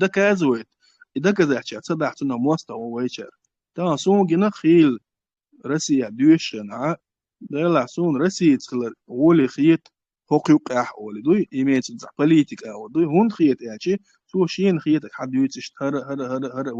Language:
Chechen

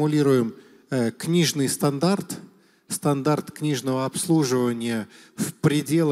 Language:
Russian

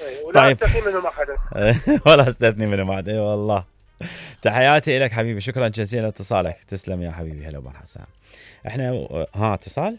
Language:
Mesopotamian Arabic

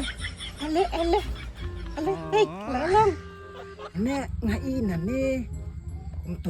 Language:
Khasi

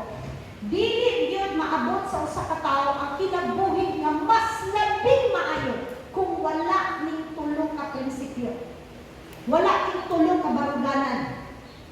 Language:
Cebuano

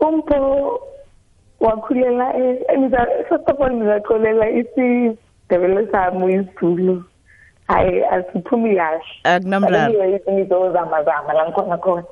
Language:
South Ndebele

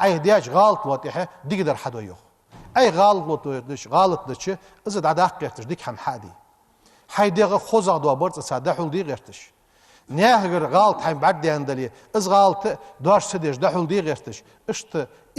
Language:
Ingush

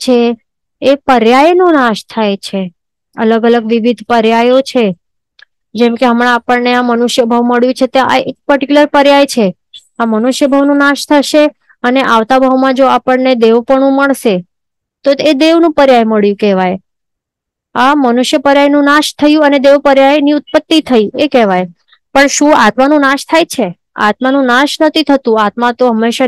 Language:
Gujarati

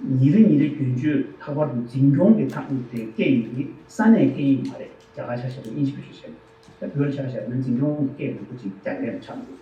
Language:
Tibetan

